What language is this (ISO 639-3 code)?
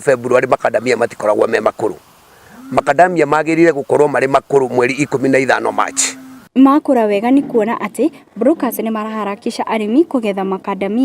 kik